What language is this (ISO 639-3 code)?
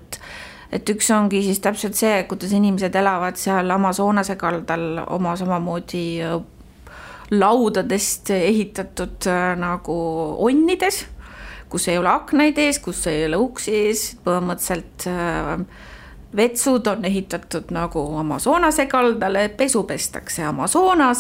est